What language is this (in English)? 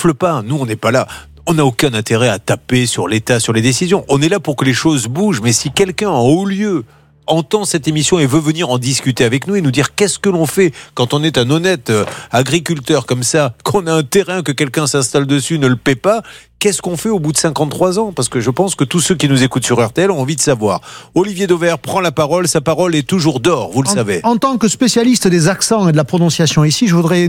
French